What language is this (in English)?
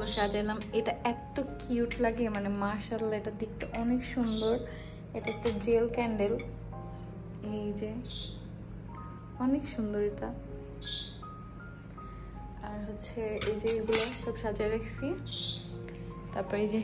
Bangla